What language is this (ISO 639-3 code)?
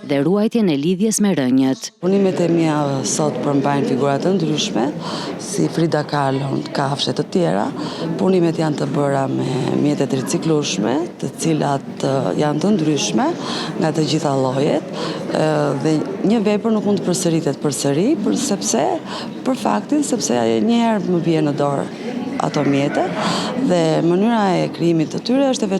sqi